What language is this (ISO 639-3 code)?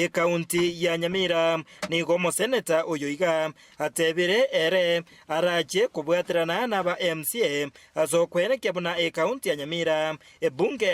guz